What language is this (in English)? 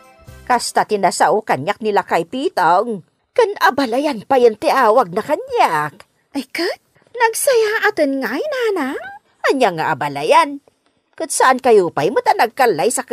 Iloko